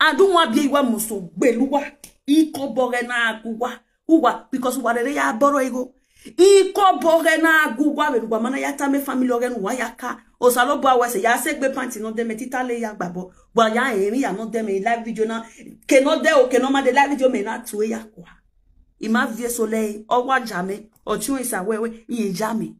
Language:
Nigerian Pidgin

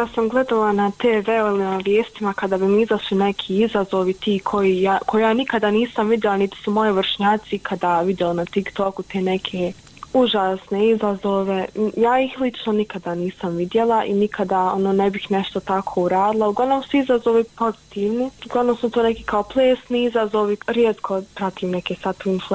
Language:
Bosnian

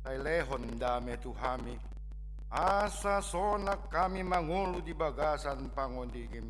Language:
Batak Toba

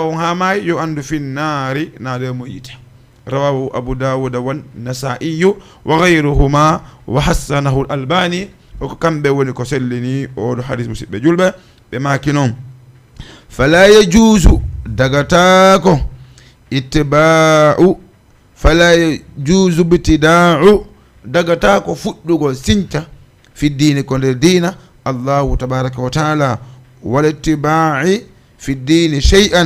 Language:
Fula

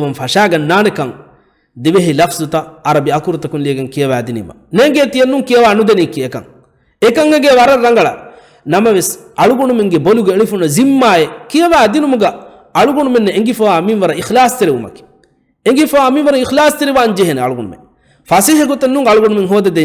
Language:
Divehi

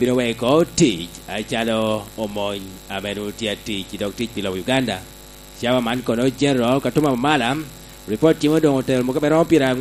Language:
Lango (Uganda)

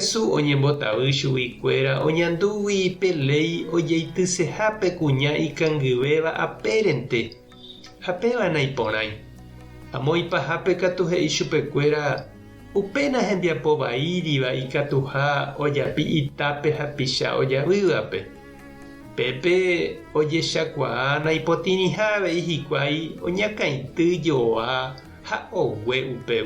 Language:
Guarani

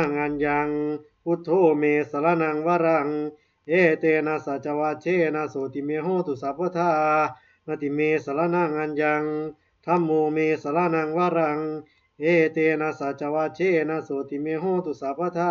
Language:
Pali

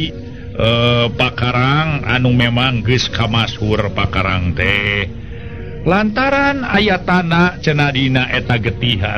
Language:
Sundanese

